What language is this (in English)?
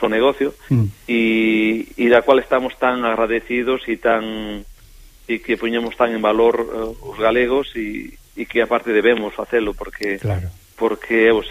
Galician